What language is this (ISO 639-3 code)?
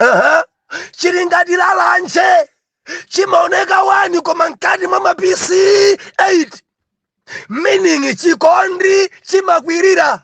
nya